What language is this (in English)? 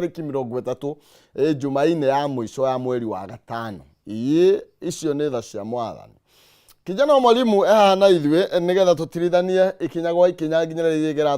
Kikuyu